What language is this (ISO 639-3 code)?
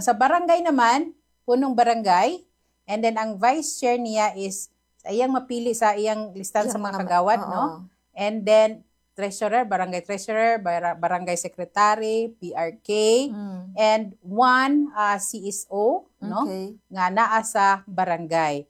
ceb